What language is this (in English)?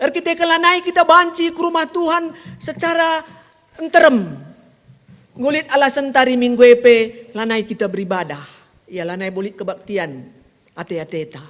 Batak Karo